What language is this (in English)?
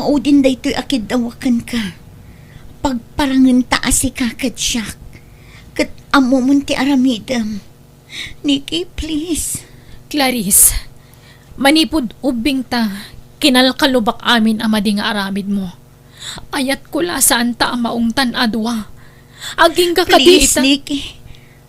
Iloko